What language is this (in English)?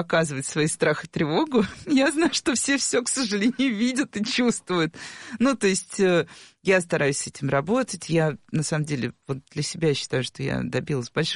Russian